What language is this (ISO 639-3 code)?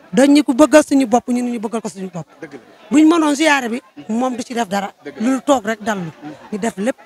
wol